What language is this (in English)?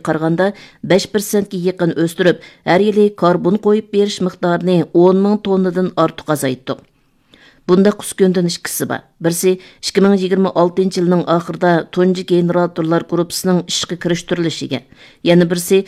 Uyghur